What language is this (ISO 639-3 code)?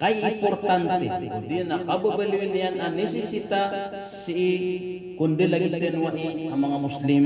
mrw